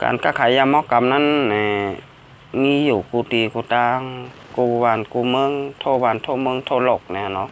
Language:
Shan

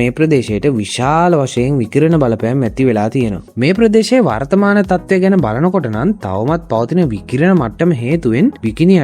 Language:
Sinhala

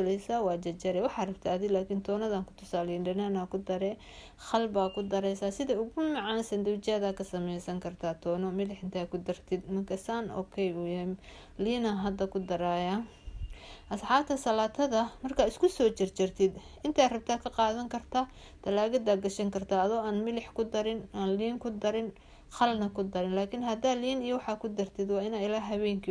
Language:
Somali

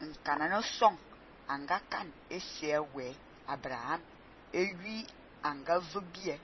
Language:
Fang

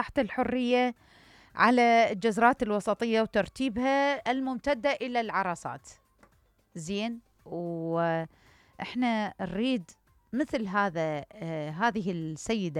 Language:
Mesopotamian Arabic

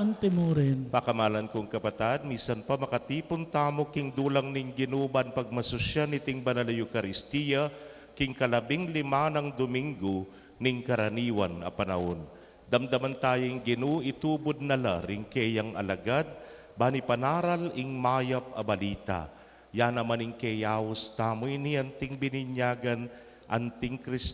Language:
Pampanga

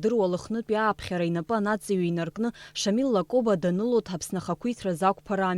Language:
Abkhazian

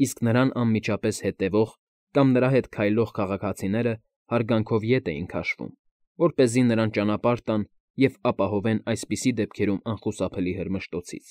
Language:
Armenian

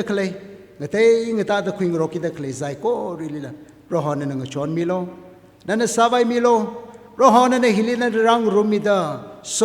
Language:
Tangkhul Naga (India)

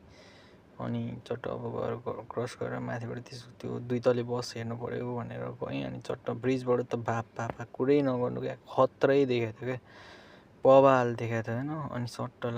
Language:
Nepali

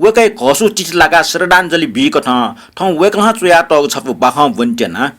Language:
Newari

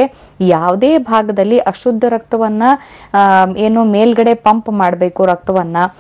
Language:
Kannada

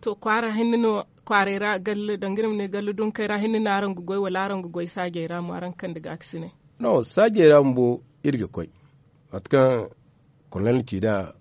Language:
Zarma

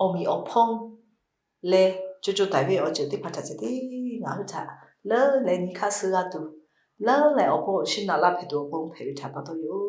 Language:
Lahu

